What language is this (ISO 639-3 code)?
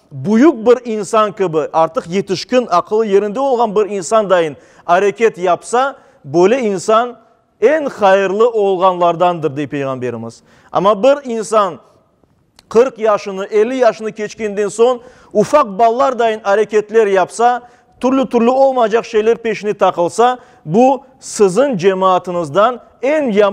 crh